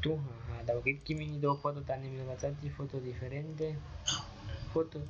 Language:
Aguaruna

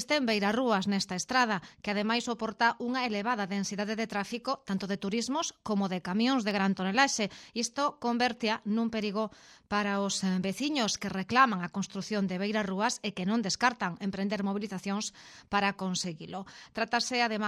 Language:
Galician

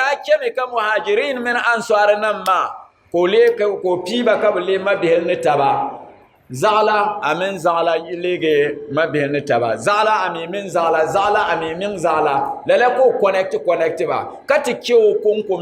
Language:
Dagbani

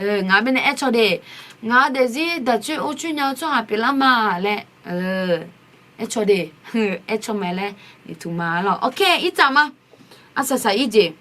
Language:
Akha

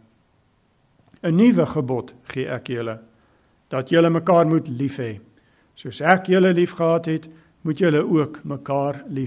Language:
Afrikaans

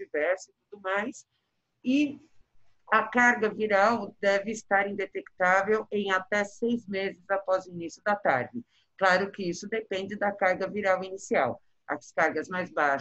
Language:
Portuguese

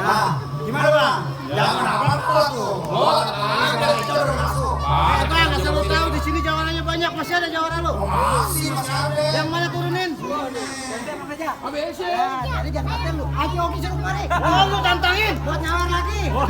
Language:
Betawi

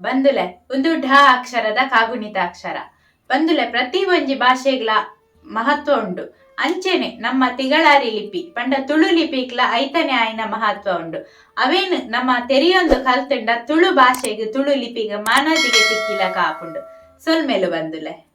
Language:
Tulu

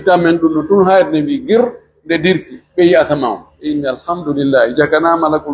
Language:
Pular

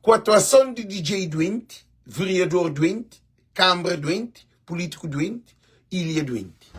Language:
Kabuverdianu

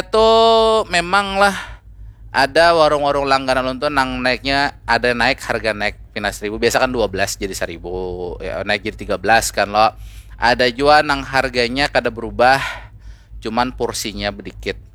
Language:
Banjar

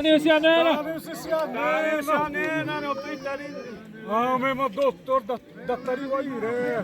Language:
Xavánte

